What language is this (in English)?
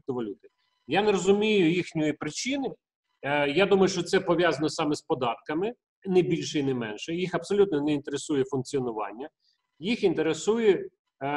Ukrainian